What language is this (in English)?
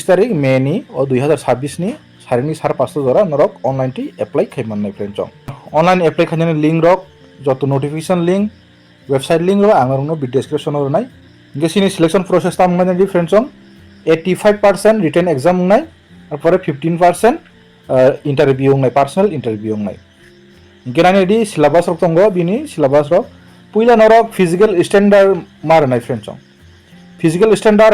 Kok Borok